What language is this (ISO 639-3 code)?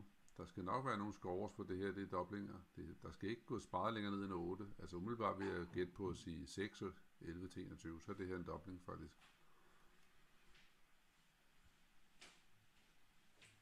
dan